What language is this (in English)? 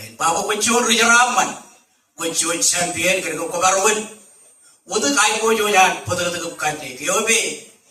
Marshallese